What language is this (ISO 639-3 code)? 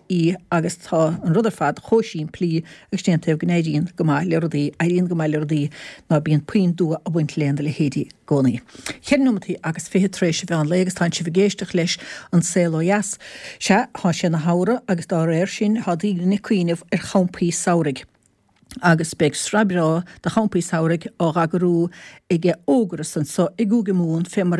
gle